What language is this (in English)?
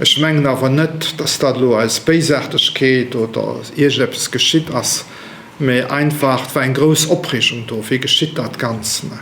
Luxembourgish